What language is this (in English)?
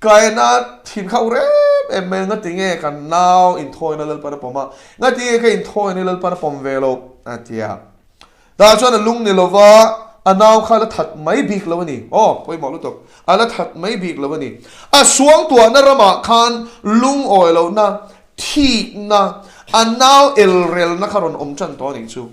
Mizo